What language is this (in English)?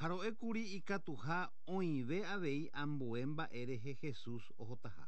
Guarani